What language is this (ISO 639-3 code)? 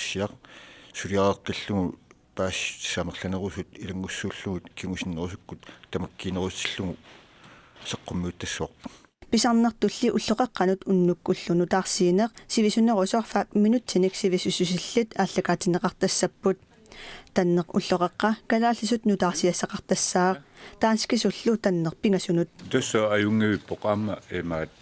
kal